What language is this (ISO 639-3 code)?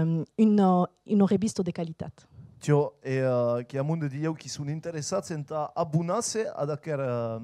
oci